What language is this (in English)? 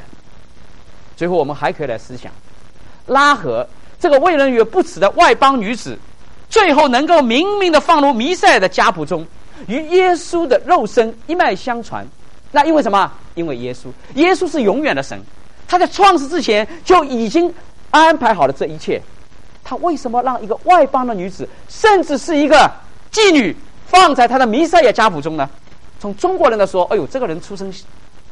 Chinese